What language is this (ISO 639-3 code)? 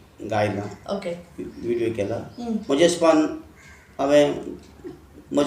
kok